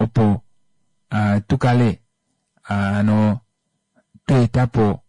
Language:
Kuanyama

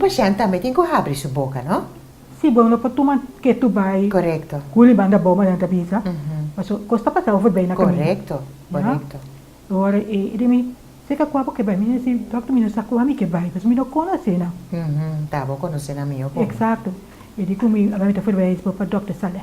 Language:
Papiamento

